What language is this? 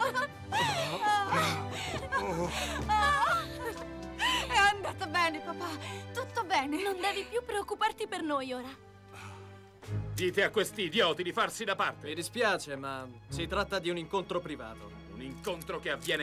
Italian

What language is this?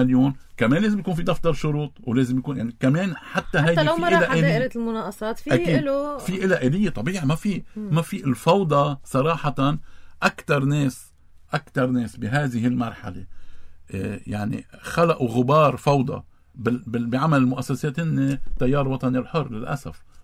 North Levantine Arabic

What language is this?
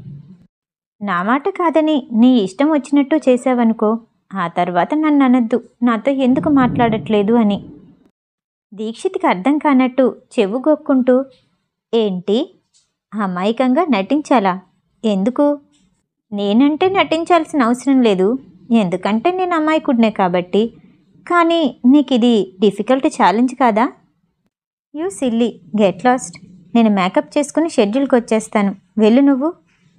Telugu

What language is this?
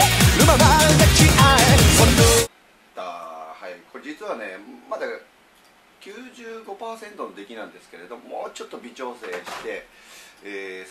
Japanese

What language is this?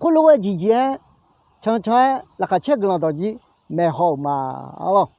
Akha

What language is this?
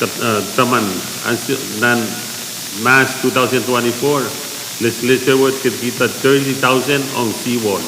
Pohnpeian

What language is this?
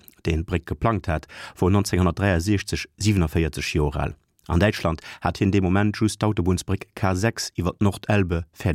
Luxembourgish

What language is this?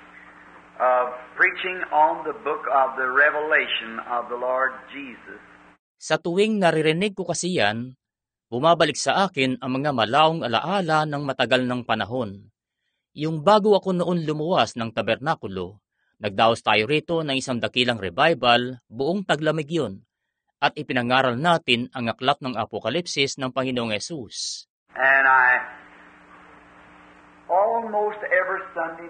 Filipino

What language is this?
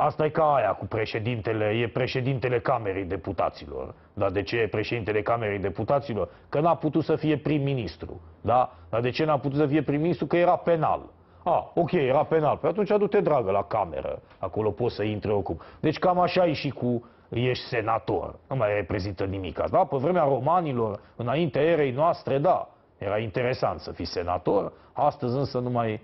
Romanian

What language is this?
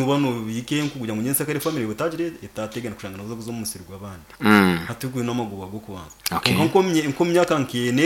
Nyoro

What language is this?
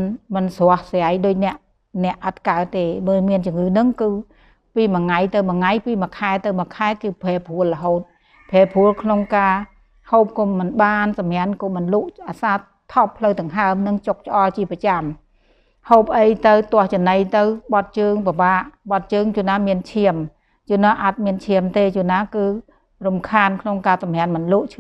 Khmer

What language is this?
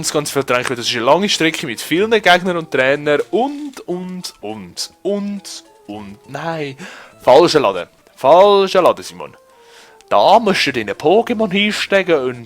Swiss German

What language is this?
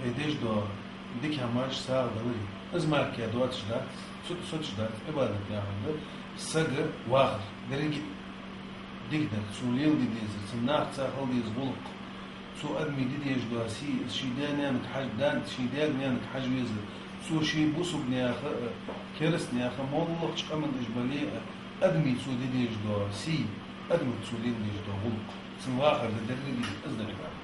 Ingush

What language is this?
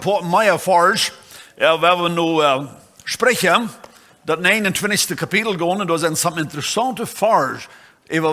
Plautdietsch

